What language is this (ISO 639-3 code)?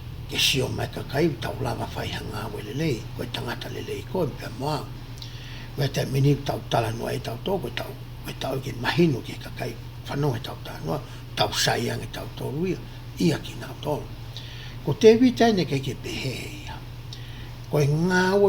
ton